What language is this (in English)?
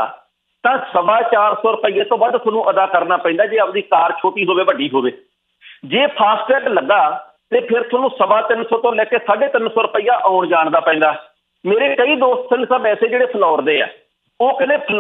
Punjabi